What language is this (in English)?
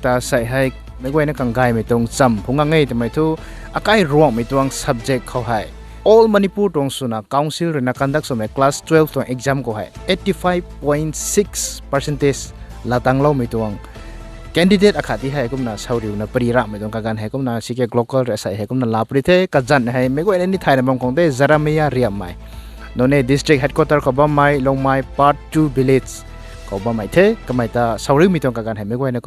Rongmei Naga